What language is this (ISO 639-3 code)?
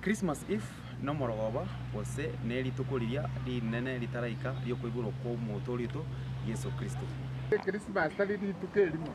guz